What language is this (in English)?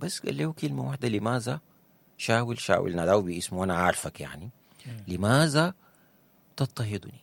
Sudanese Arabic